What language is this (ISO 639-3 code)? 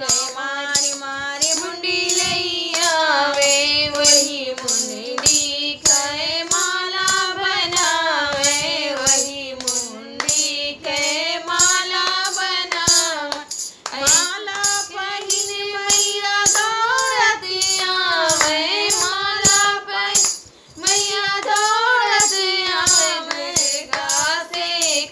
bho